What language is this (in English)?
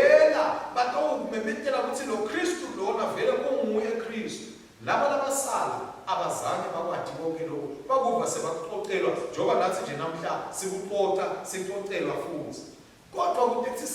Swati